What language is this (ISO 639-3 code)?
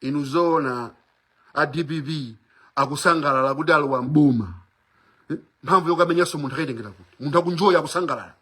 nya